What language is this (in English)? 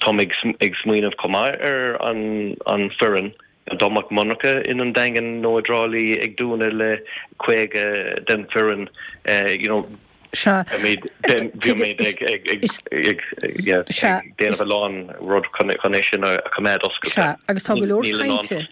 Irish